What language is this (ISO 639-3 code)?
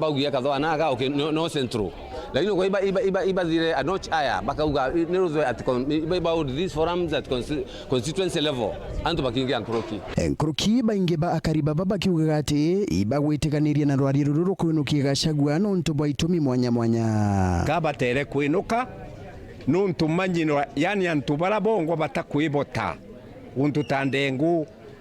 mer